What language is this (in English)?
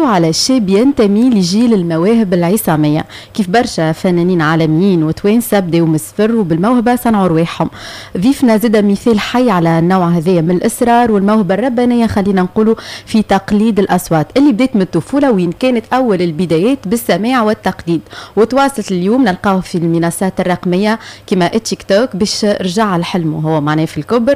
Tunisian Arabic